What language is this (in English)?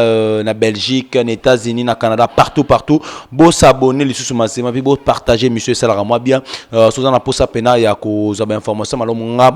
Lingala